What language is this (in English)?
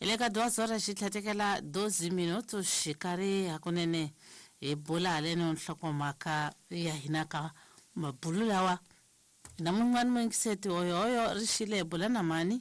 Tsonga